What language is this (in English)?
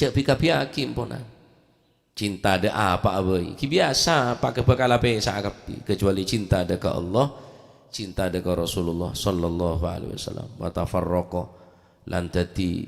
Madurese